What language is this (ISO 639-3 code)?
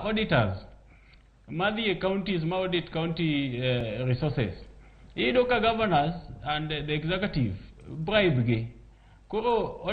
luo